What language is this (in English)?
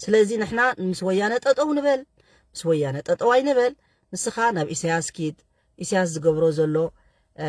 Tigrinya